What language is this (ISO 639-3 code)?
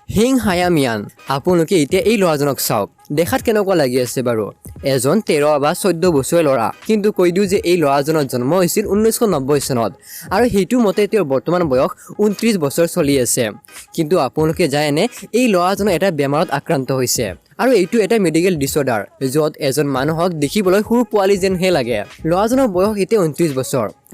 asm